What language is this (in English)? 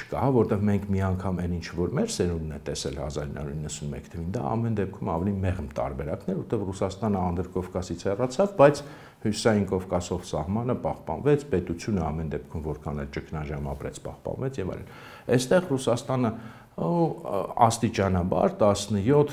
Armenian